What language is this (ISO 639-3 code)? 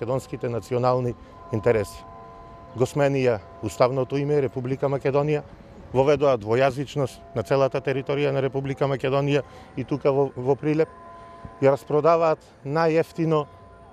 mkd